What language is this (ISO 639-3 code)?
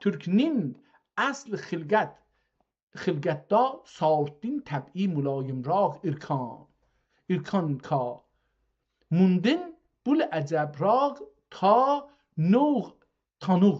azb